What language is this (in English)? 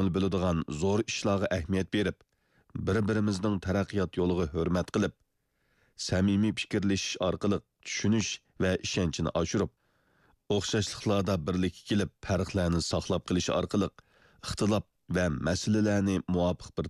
Uyghur